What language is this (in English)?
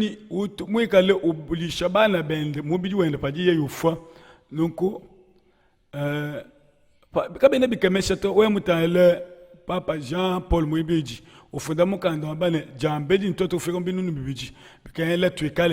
Luba-Lulua